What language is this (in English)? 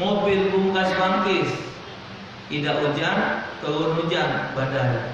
Musi